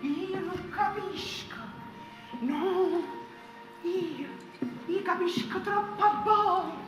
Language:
Neapolitan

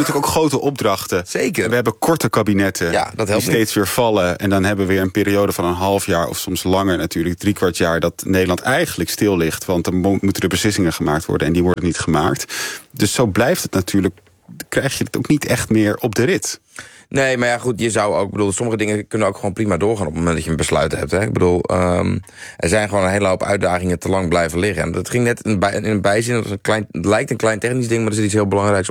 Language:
Dutch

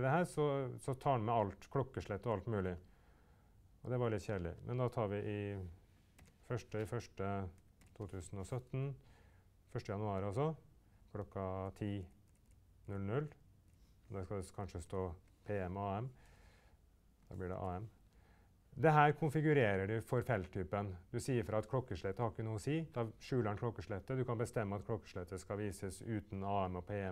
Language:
Norwegian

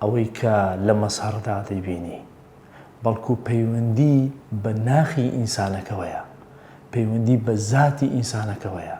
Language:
Central Kurdish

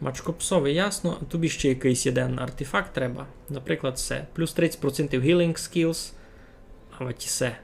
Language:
Rusyn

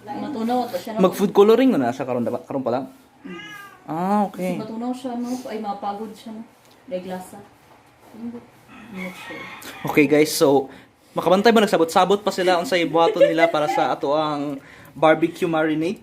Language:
Cebuano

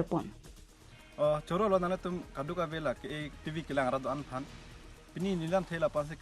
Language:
Karbi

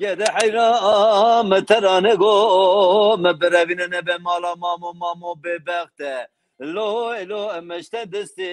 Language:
Zaza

